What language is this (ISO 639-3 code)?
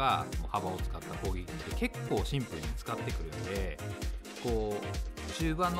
jpn